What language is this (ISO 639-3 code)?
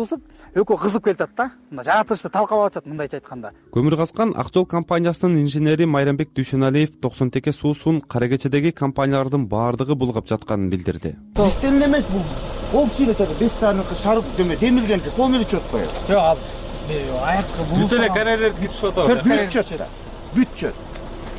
kir